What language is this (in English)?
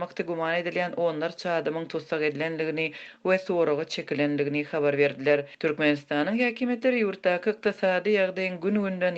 Turkmen